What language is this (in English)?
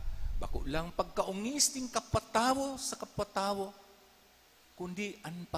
Bikol